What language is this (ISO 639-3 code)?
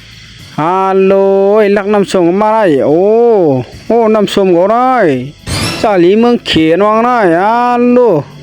shn